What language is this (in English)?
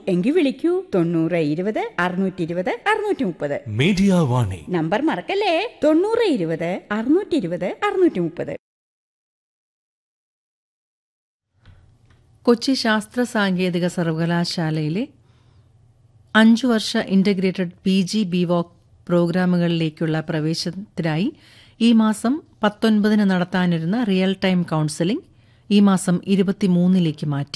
Malayalam